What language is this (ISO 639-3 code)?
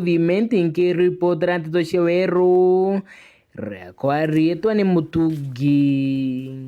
mer